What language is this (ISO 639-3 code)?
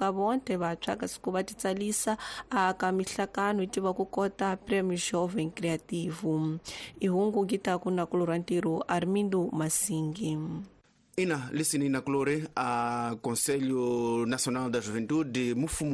tso